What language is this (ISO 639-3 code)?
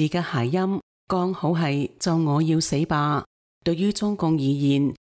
yue